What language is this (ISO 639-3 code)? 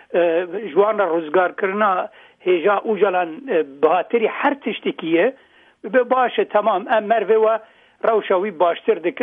kur